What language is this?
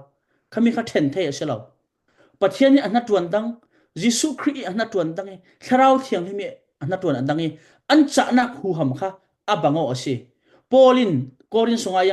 Falam Chin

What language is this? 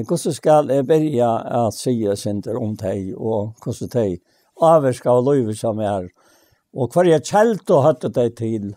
Faroese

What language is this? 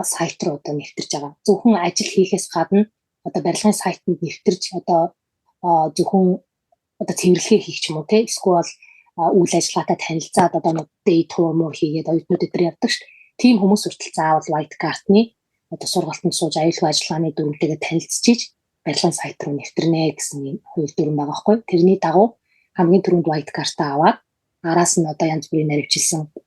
Mongolian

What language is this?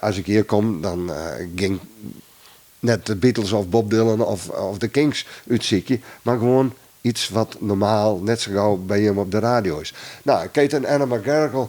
Western Frisian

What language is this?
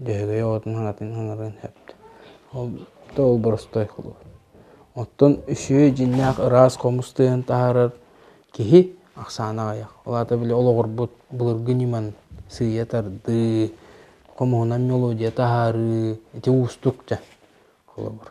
Yakut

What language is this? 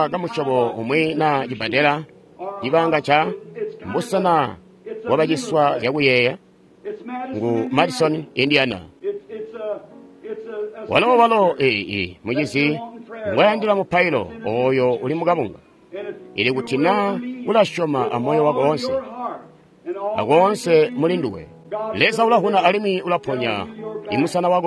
Tonga (Zambia)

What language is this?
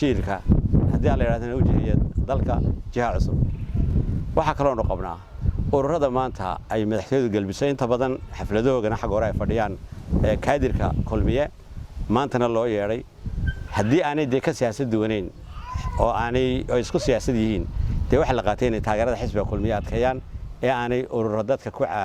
Somali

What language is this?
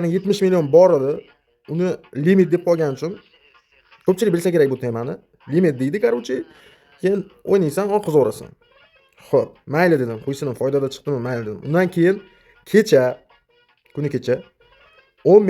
Uzbek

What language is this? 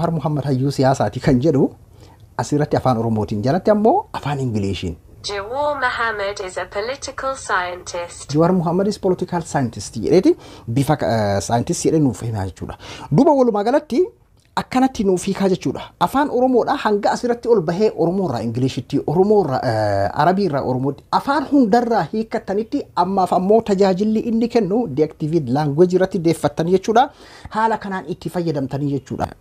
Oromo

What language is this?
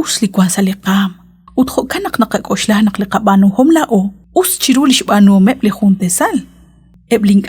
Kekchí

